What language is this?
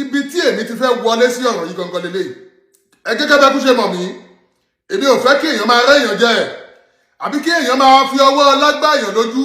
Yoruba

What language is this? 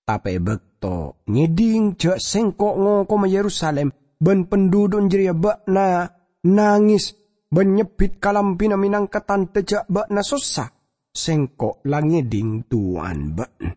Madurese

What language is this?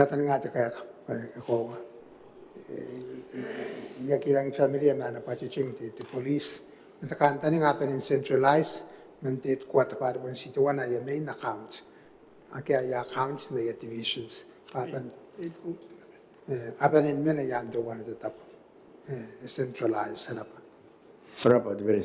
Gilbertese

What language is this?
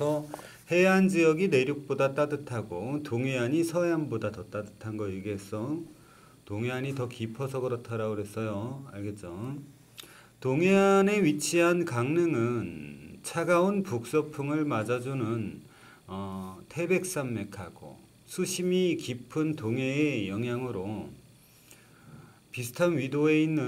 Korean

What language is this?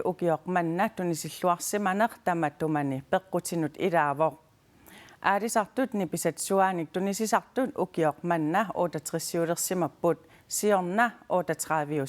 Kalaallisut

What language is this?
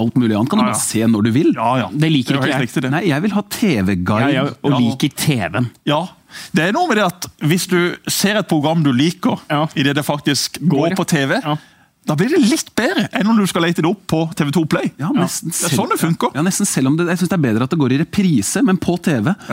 Norwegian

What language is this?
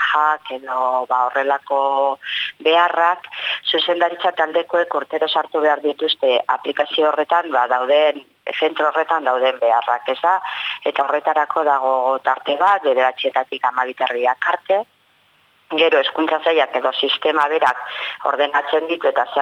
Basque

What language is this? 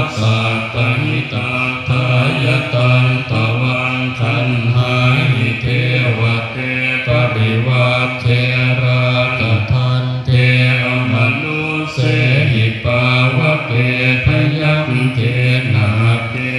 Pali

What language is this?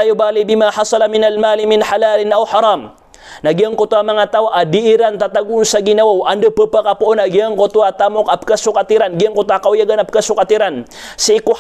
Maranao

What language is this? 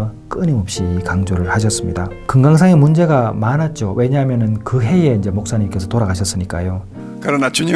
Korean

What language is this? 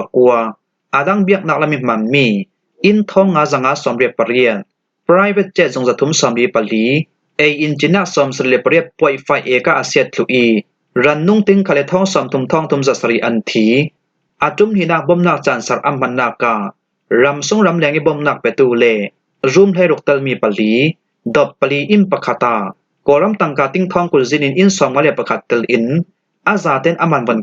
Falam Chin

